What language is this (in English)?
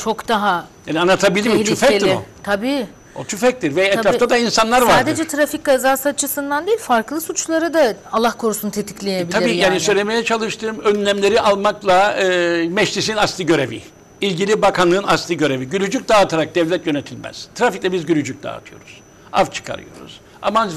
Turkish